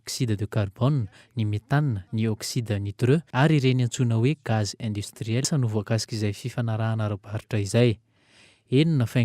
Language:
Malagasy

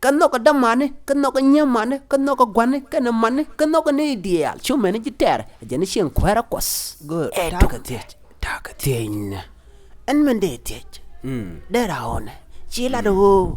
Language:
Nuer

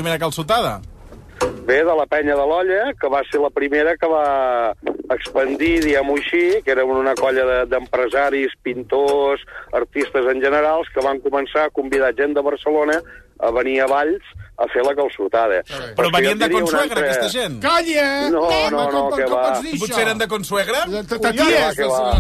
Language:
Catalan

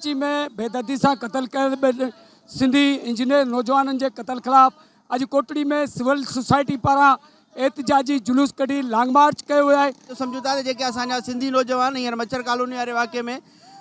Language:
Sindhi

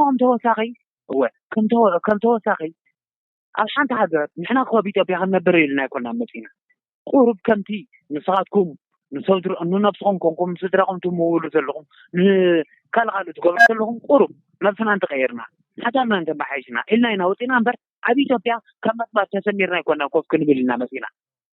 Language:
Tigrinya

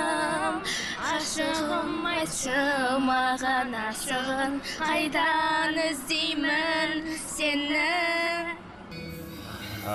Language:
Kazakh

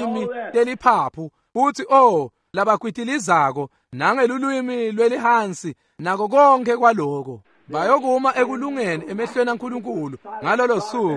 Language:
Swati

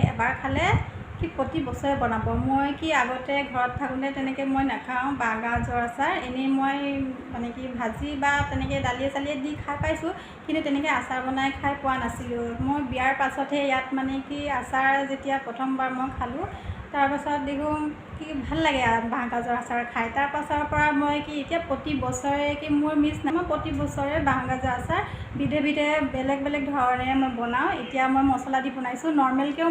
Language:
Assamese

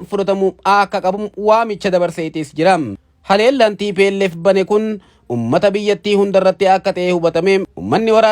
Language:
Oromo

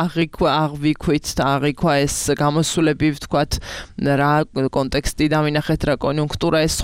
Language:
Georgian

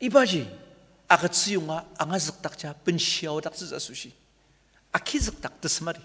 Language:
Ao Naga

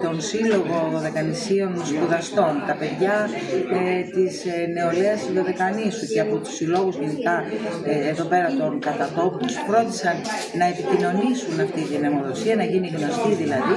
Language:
Greek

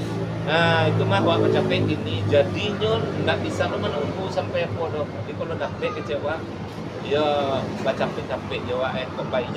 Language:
Minangkabau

